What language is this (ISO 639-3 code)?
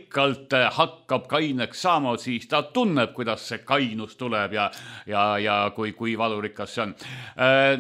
est